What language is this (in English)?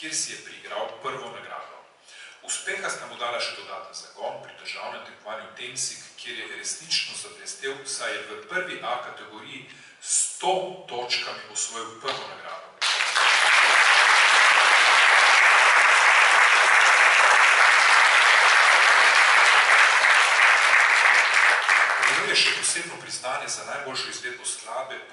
Slovenian